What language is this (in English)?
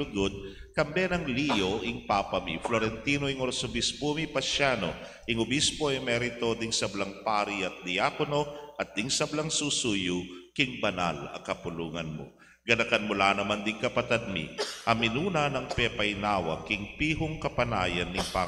Pampanga